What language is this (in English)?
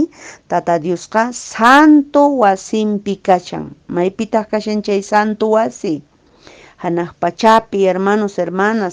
Quechua